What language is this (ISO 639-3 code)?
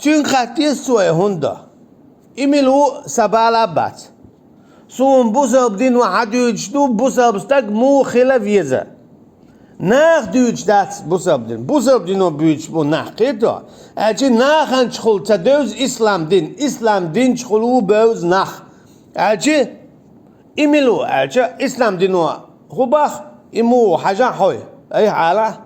che